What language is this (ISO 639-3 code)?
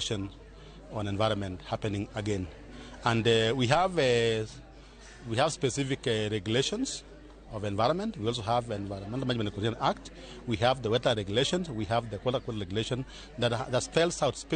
luo